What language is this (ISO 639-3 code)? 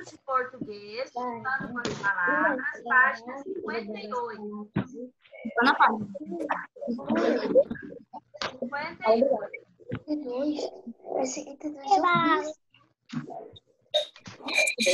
por